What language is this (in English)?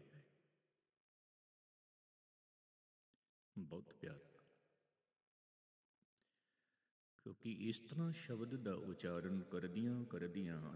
Punjabi